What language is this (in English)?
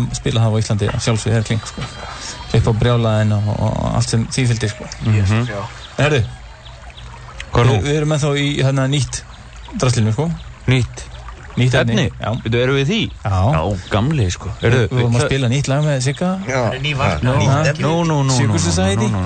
Icelandic